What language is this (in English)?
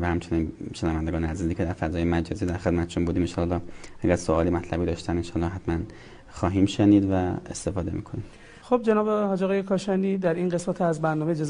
Persian